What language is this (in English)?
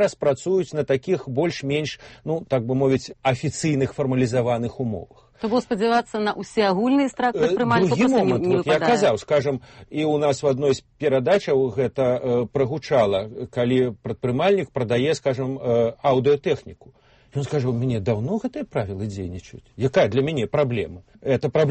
Belarusian